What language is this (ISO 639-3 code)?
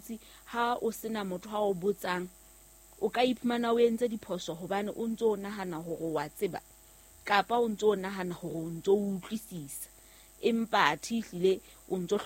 sot